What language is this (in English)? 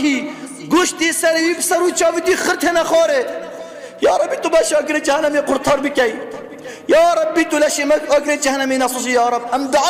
Kurdish